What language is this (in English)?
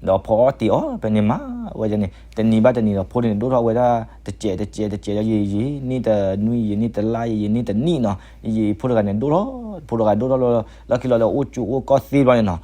S'gaw Karen